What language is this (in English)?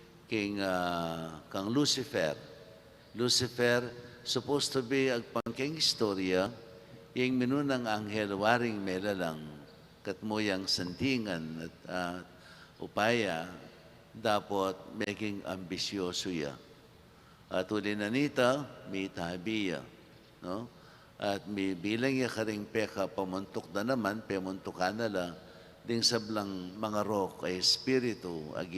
Pampanga